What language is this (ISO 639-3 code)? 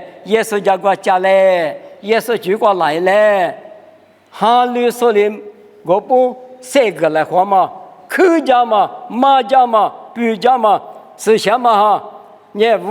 lis